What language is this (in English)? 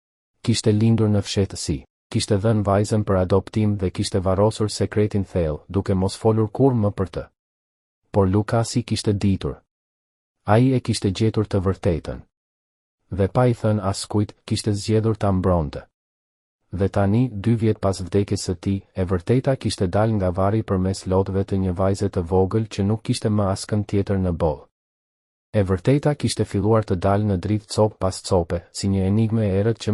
Albanian